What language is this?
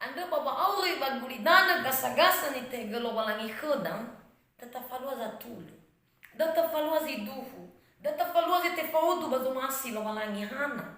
Nias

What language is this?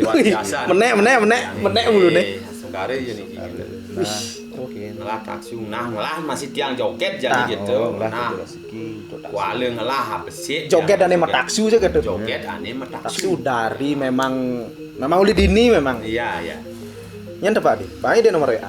Balinese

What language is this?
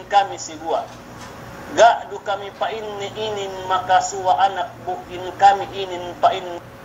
Yakan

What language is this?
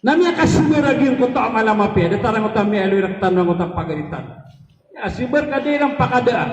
Maranao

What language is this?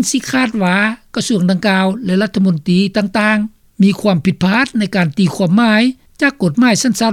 Lao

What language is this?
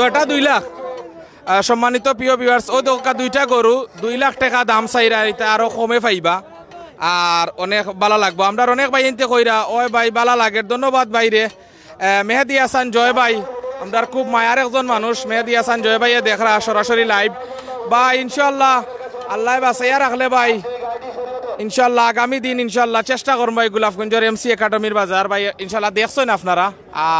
Sylheti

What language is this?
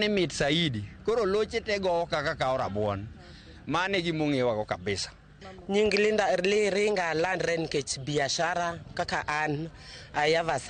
Luo (Kenya and Tanzania)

